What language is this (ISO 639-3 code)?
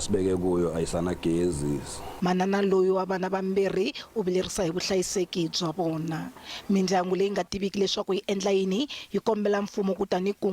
tso